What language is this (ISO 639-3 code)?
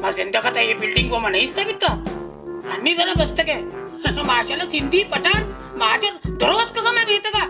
bal